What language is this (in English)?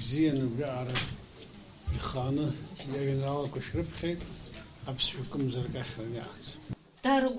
Abkhazian